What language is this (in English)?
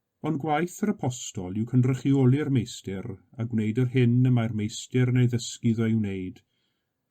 Welsh